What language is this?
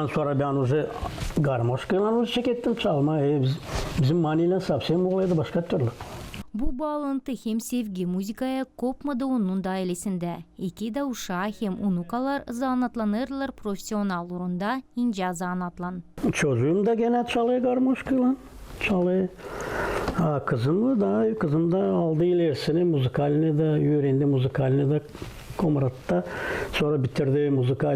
Gagauz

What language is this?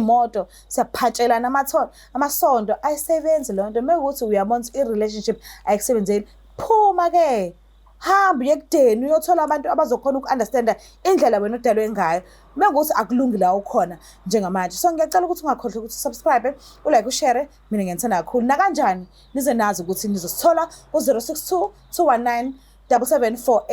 Zulu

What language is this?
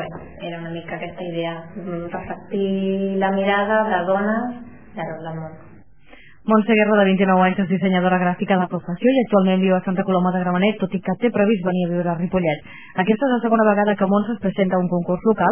Catalan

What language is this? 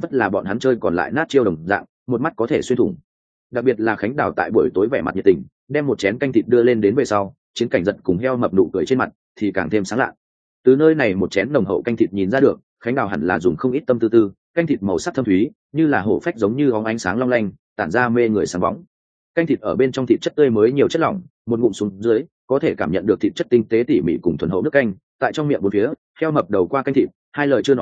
Vietnamese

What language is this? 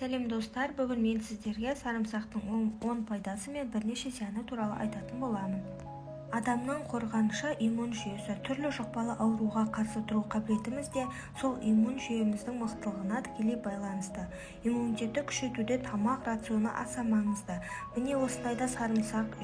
Kazakh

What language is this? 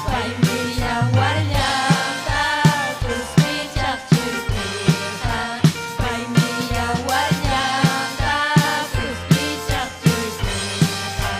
Ayacucho Quechua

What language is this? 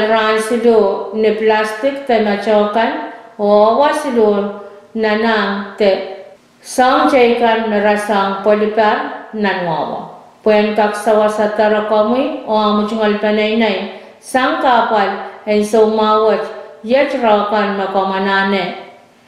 Pohnpeian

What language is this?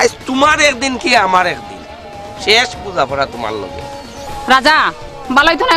Sylheti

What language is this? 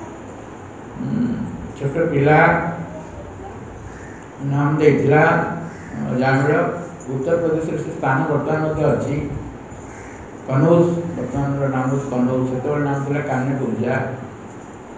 Odia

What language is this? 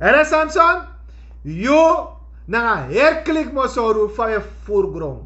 Sranan Tongo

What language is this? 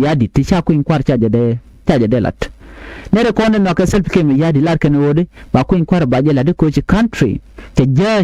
Nuer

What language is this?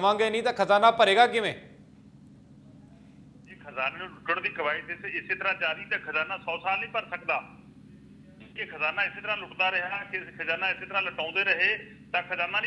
Punjabi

